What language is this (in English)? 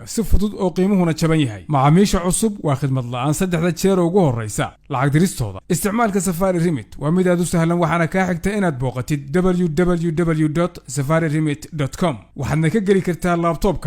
Somali